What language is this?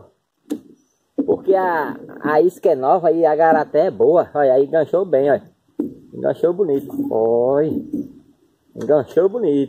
Portuguese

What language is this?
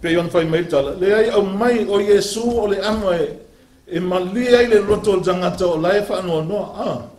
Samoan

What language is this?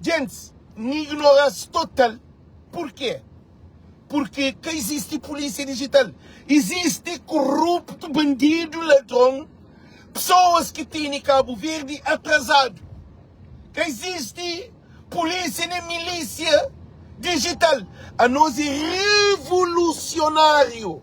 Kabuverdianu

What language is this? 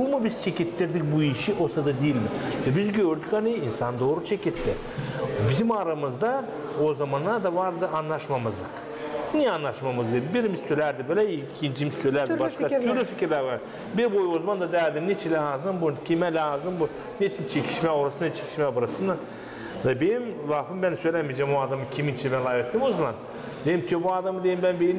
Gagauz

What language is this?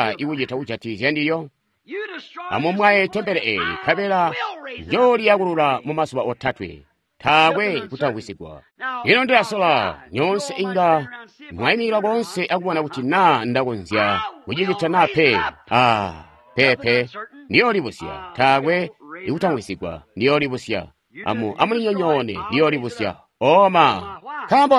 Tonga (Zambia)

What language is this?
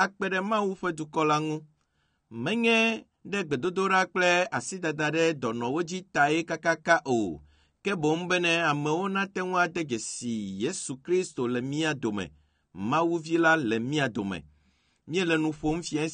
Ewe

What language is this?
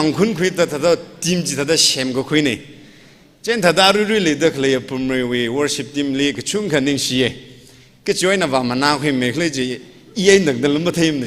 Tangkhul Naga (India)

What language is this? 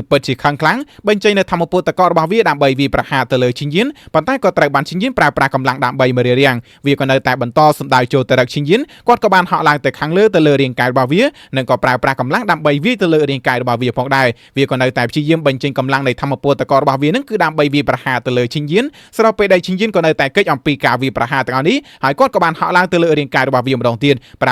Khmer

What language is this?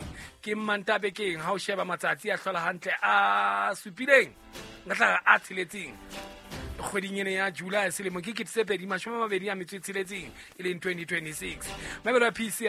Southern Sotho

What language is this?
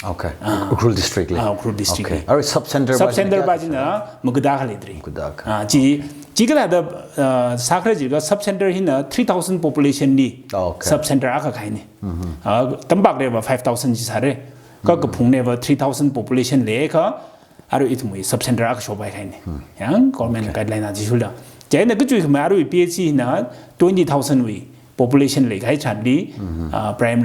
Tangkhul Naga (India)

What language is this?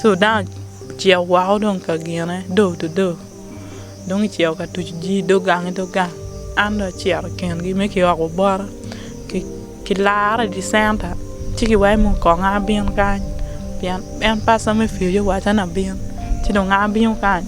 Acoli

